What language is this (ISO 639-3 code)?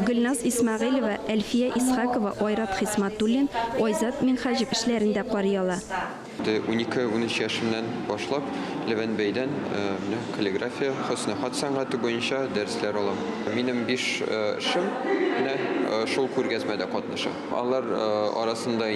tat